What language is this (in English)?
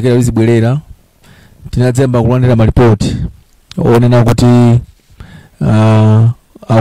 Nyanja